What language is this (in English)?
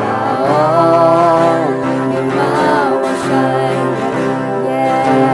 Akha